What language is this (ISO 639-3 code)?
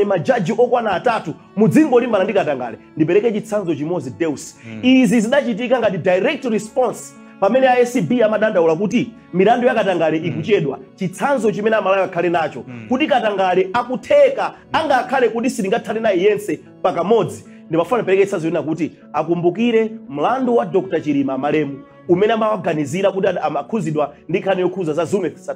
nya